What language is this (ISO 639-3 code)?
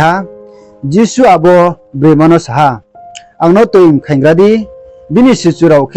ria